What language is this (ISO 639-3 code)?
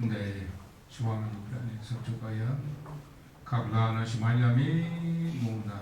kac